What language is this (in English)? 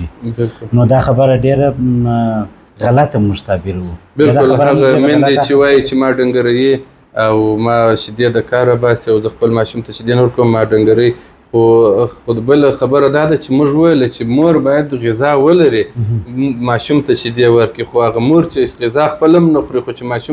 Pashto